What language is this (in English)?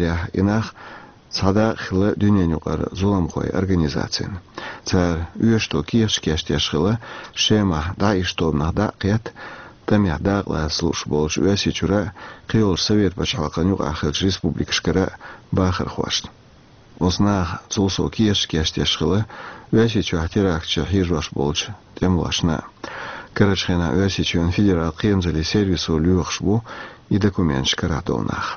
Chechen